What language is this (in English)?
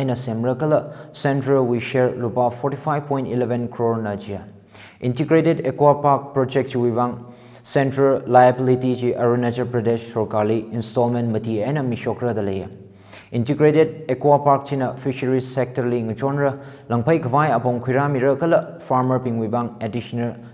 Tangkhul Naga (India)